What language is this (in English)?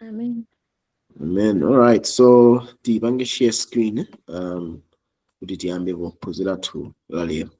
Nyanja